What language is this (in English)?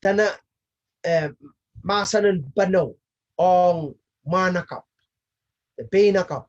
Pohnpeian